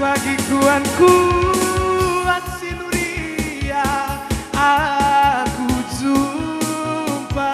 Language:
Batak Karo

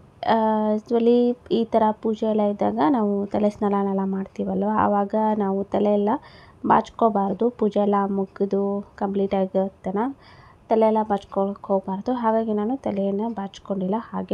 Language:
Kannada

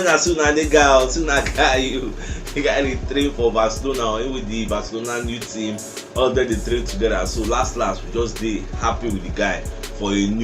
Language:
Nigerian Pidgin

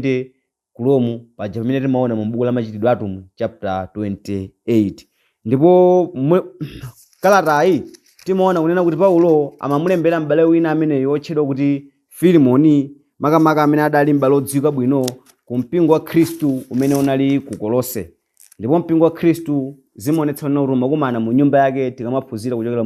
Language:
Nyanja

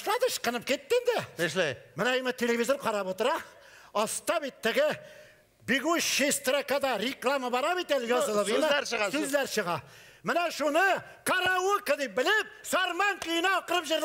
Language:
Tatar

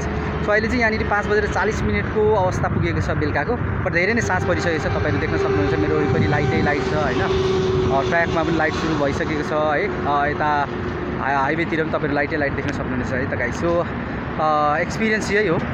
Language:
Nepali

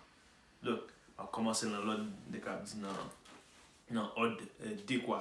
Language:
Haitian Creole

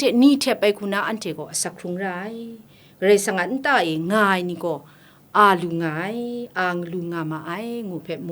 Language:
Kachin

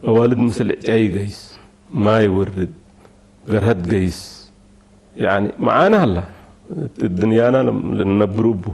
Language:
Tigre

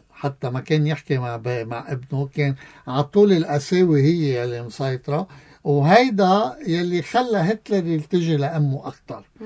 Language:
North Levantine Arabic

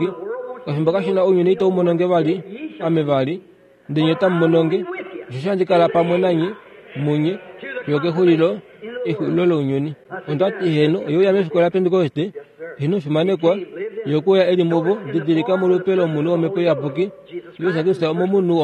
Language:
Kuanyama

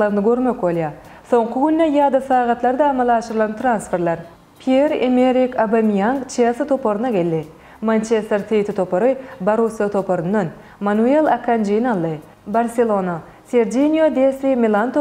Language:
Turkmen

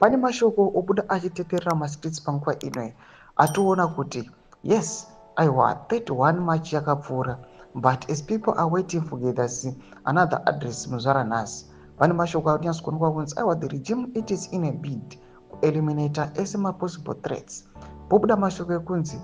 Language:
Shona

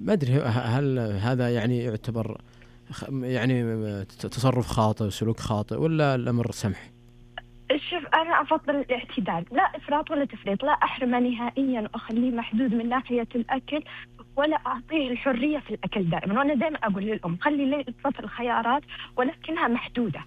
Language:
Najdi Arabic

